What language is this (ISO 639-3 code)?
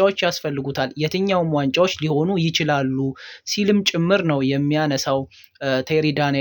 amh